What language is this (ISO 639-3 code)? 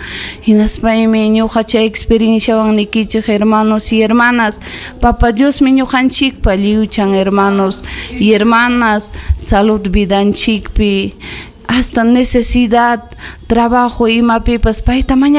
quy